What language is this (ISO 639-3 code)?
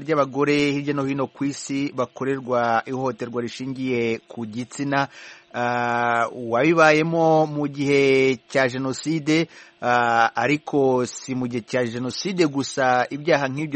kin